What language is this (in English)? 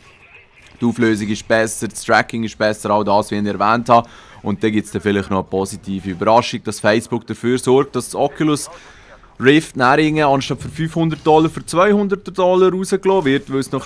Swiss German